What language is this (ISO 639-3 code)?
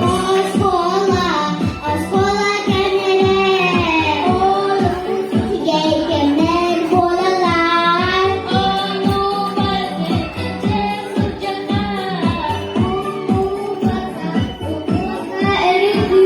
sah